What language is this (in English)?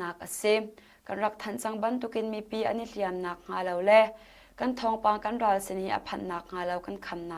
Hakha Chin